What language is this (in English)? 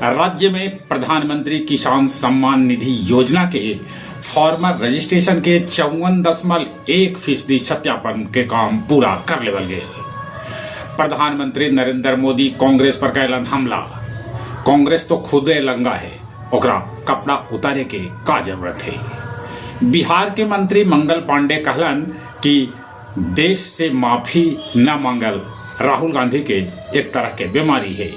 Magahi